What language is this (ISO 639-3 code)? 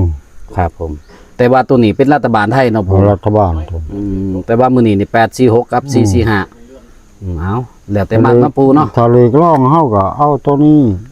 tts